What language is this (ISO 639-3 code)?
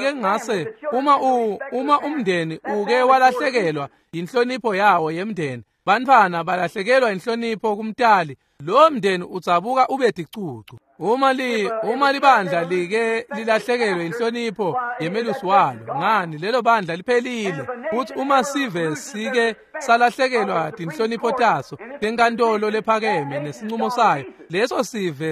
ssw